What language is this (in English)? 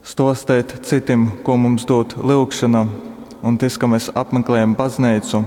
Latgalian